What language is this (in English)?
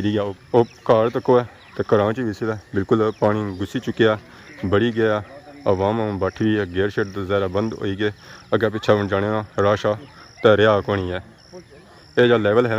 Pahari-Potwari